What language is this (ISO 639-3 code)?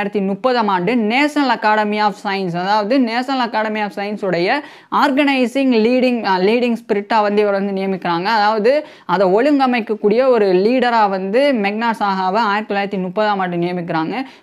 tam